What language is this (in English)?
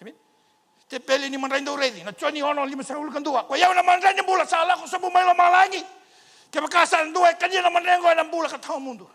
Fijian